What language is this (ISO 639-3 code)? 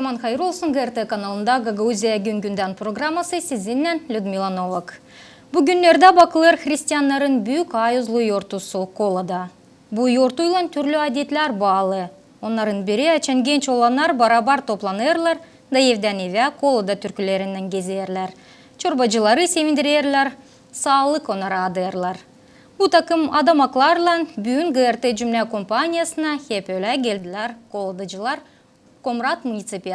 gag